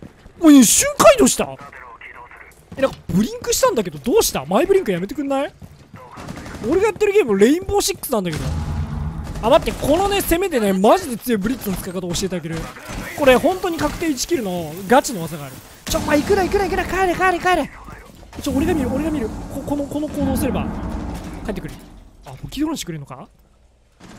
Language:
Japanese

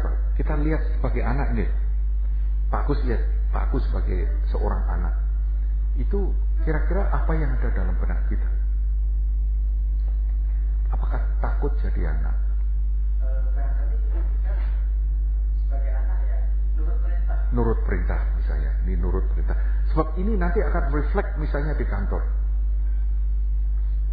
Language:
Indonesian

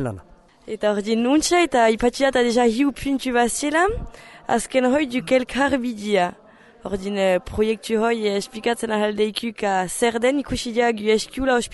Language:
Basque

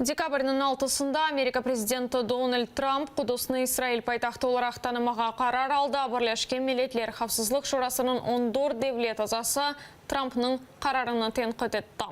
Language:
Crimean Tatar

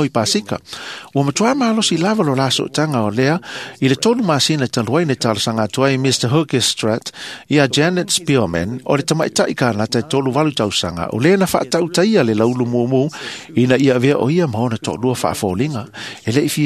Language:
Samoan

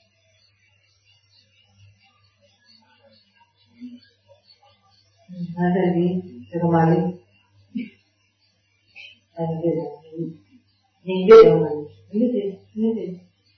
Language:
Burmese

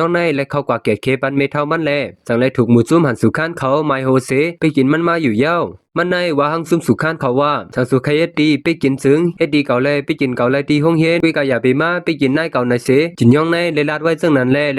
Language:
Shan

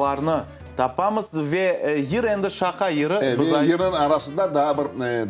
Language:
Crimean Tatar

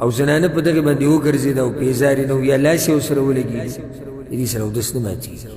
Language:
Pashto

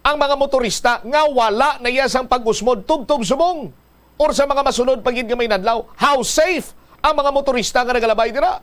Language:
Hiligaynon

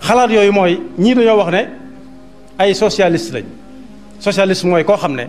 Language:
Wolof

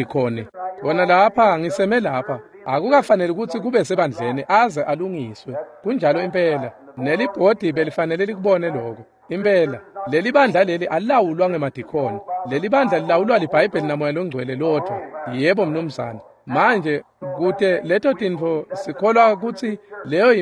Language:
Swati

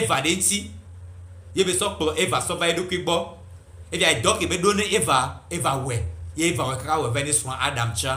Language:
Gen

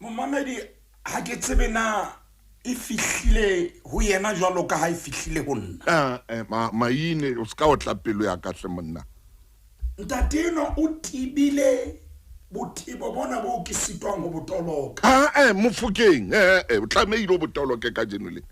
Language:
Southern Sotho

